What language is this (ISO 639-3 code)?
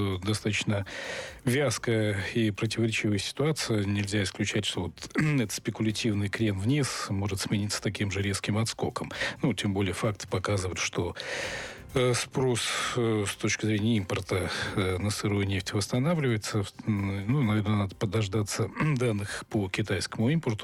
rus